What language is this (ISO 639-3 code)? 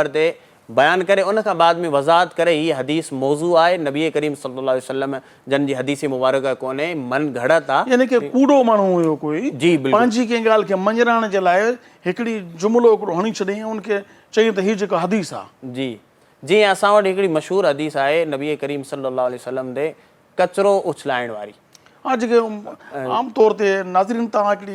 snd